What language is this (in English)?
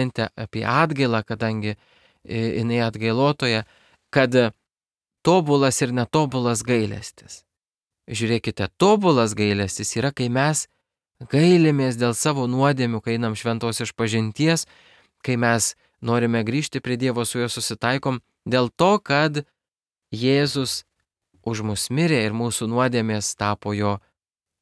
Lithuanian